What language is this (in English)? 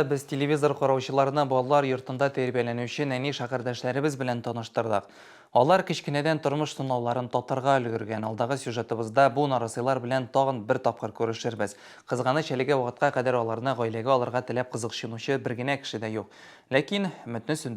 Tatar